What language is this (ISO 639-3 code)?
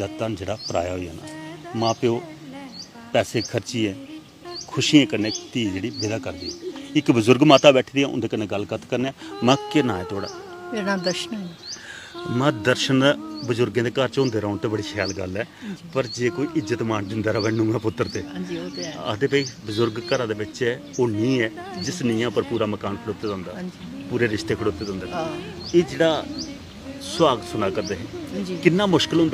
doi